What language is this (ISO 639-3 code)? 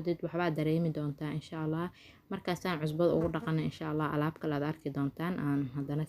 som